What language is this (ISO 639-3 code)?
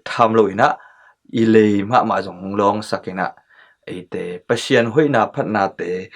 ctd